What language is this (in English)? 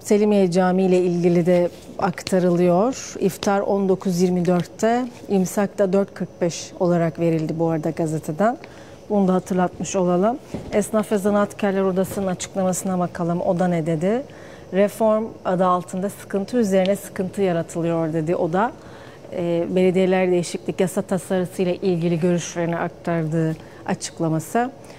Turkish